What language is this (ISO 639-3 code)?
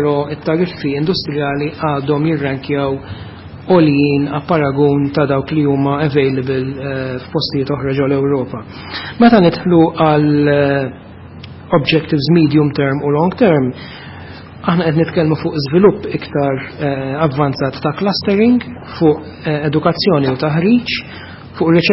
mlt